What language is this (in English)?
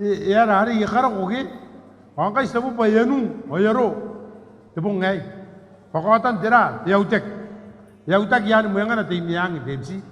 Gilbertese